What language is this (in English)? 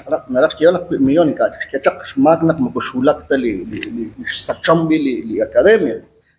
Kekchí